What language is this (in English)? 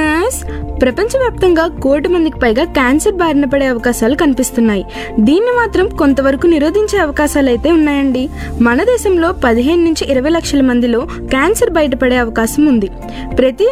Telugu